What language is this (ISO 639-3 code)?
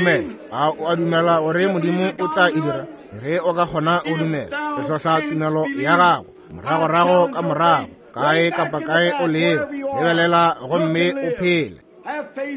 nso